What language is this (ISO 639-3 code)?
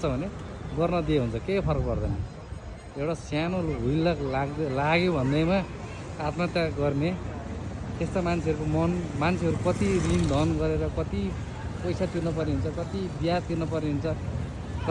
nep